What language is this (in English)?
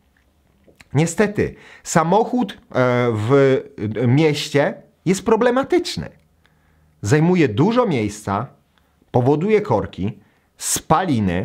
Polish